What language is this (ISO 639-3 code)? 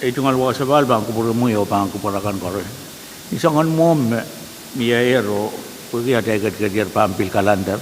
pon